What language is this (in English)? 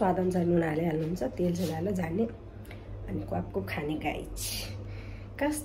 Nepali